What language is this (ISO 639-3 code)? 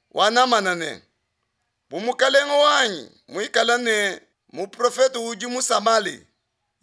lua